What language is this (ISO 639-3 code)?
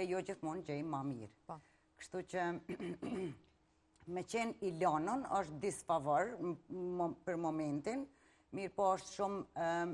sqi